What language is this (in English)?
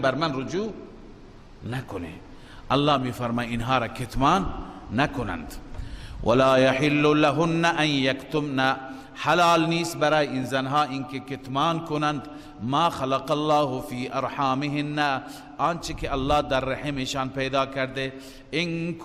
Persian